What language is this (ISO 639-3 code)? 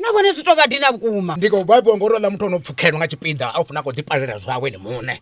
ven